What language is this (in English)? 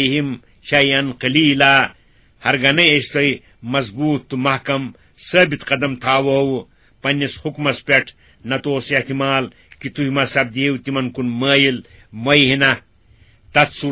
Kashmiri